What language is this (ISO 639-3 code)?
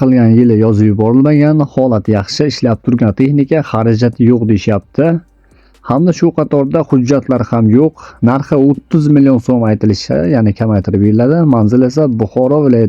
uzb